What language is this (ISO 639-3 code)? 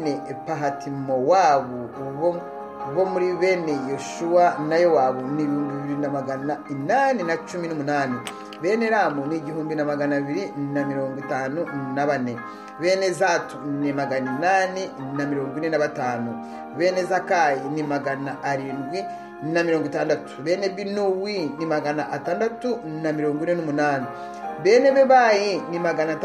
kin